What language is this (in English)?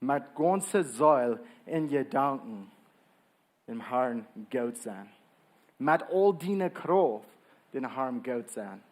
Plautdietsch